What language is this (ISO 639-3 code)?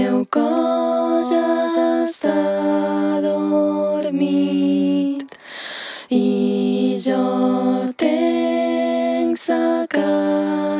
cat